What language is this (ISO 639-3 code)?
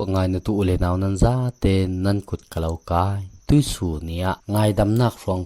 cfm